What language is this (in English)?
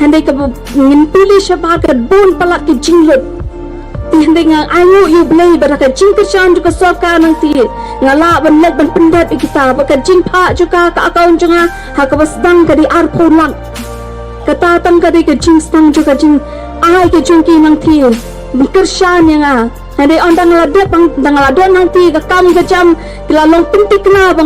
Khasi